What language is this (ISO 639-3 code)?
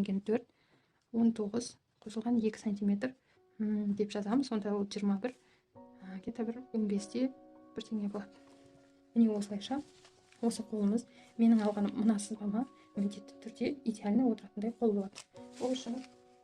kaz